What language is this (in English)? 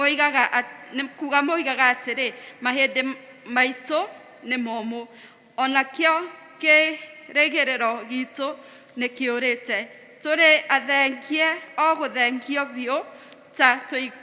Kikuyu